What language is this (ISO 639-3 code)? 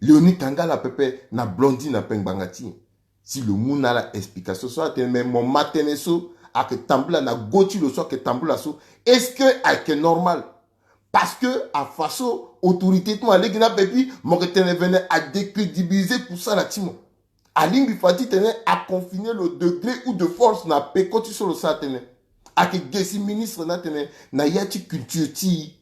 sag